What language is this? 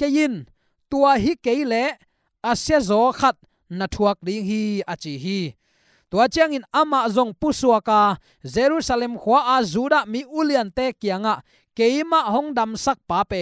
Tedim Chin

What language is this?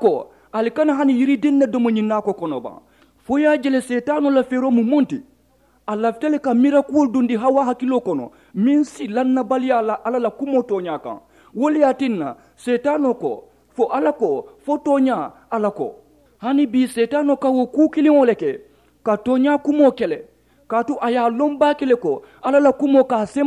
Mandingo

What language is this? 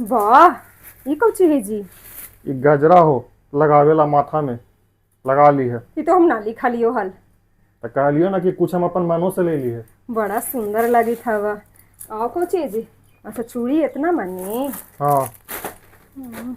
Magahi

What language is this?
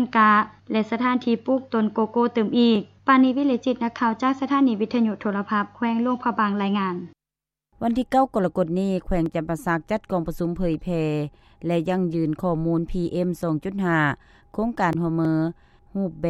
Lao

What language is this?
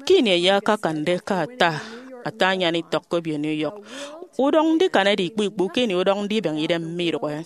Efik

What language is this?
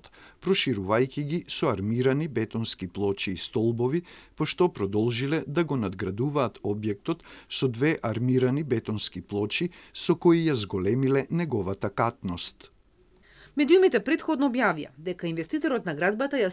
Macedonian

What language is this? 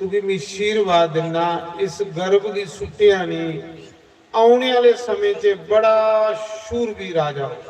Dogri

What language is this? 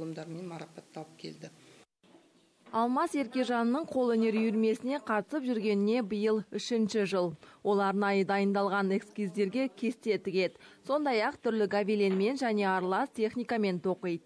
Kazakh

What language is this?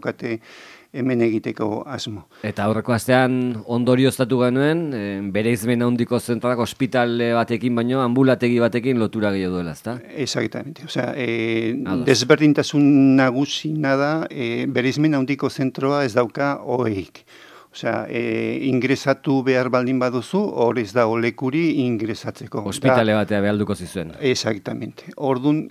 Basque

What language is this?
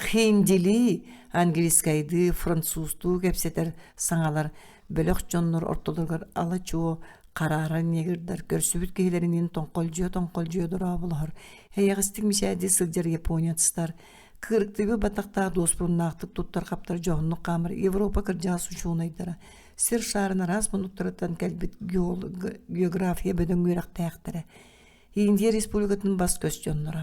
Yakut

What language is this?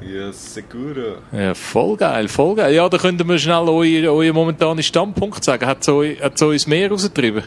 Swiss German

